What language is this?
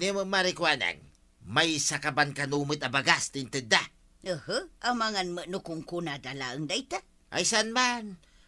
Iloko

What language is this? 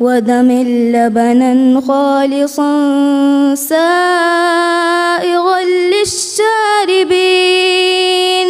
Divehi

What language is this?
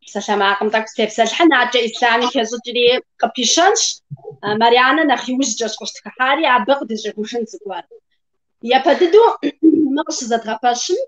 Kabardian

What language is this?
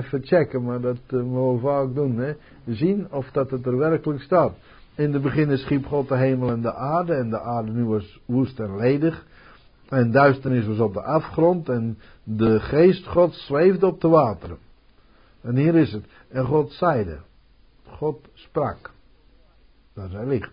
Dutch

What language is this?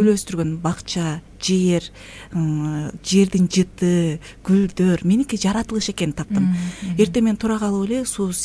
Kyrgyz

